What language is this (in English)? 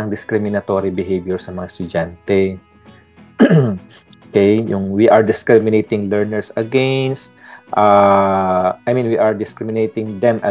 Filipino